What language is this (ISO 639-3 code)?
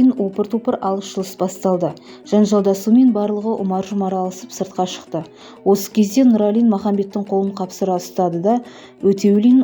kaz